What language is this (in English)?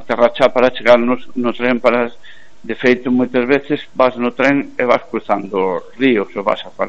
Galician